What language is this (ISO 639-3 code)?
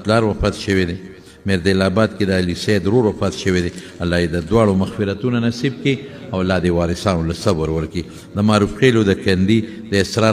pus